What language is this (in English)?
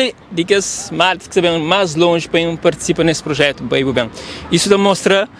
Kabuverdianu